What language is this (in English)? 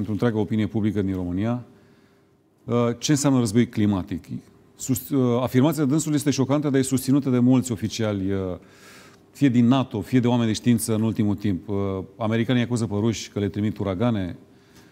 Romanian